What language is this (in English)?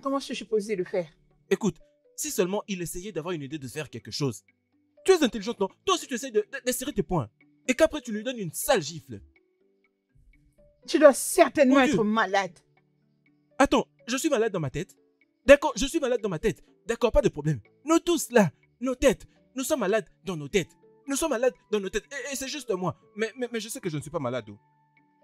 French